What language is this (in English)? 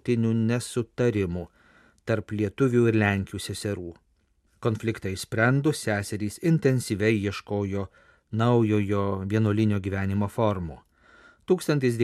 Lithuanian